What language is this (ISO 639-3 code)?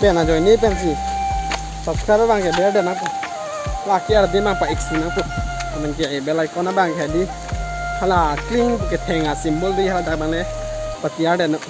mjw